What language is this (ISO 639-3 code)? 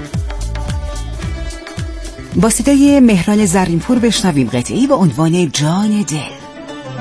fas